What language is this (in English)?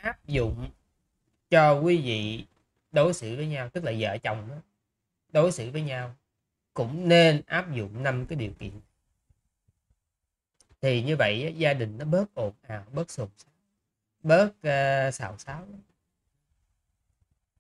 Vietnamese